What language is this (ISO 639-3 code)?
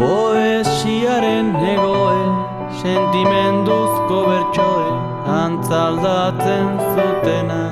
eus